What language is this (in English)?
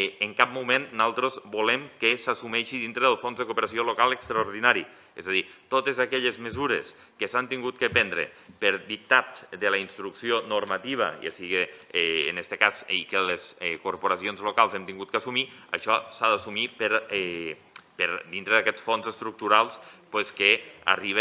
Catalan